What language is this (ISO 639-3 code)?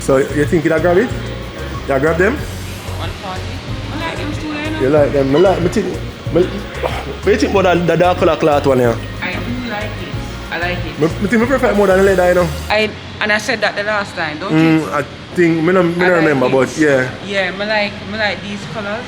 jam